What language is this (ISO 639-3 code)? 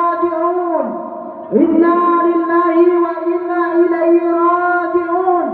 ace